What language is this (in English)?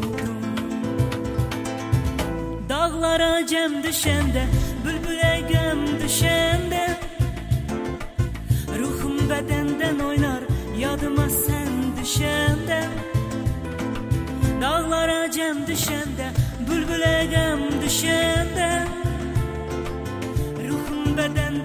Turkish